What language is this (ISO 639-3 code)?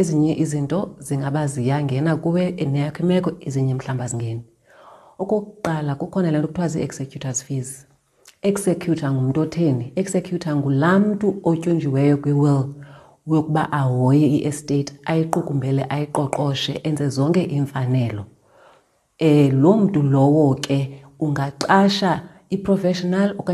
xho